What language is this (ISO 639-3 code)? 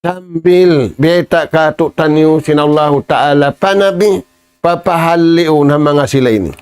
tsg